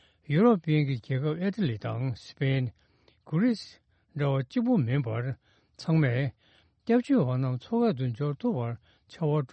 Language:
Tibetan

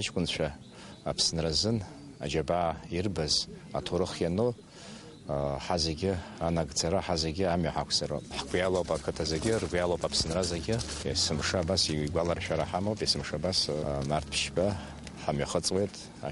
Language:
Abkhazian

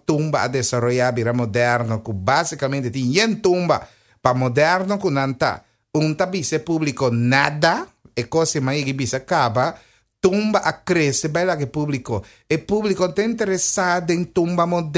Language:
Papiamento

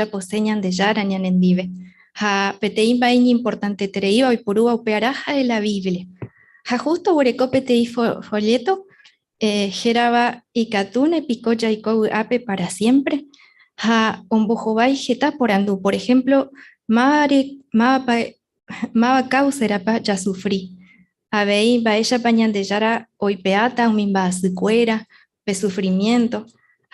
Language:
Guarani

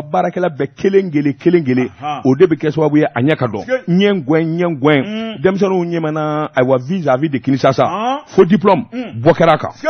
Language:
Bambara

